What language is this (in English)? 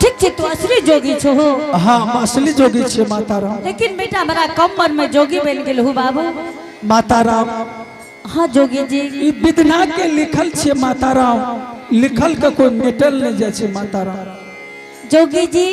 Angika